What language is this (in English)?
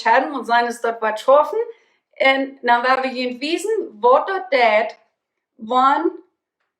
Plautdietsch